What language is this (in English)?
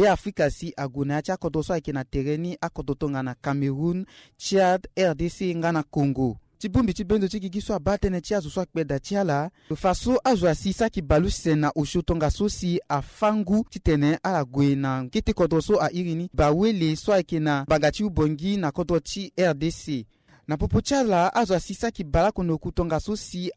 Sango